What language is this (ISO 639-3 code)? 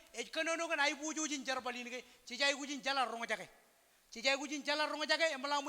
mah